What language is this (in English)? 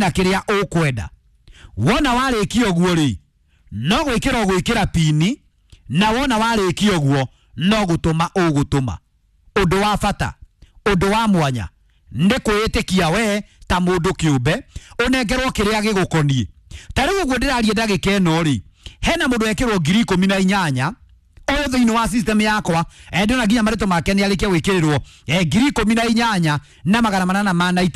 Kikuyu